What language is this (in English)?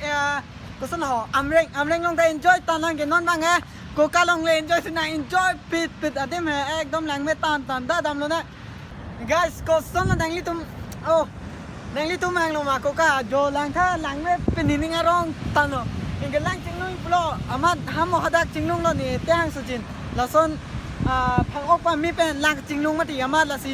Karbi